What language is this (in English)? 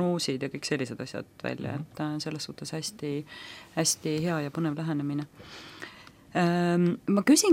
Estonian